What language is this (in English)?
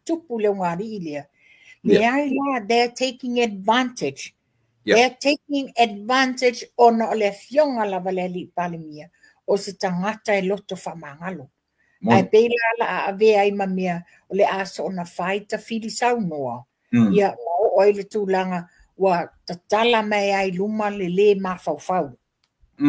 Samoan